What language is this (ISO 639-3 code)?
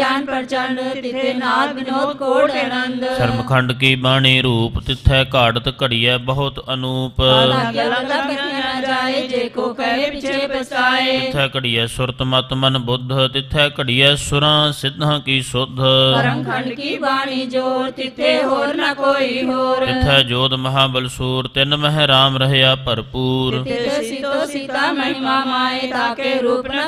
pan